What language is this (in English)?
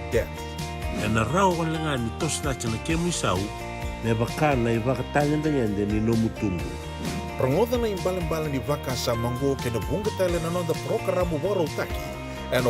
Fijian